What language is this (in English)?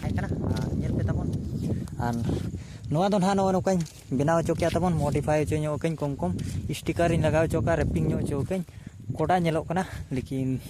Santali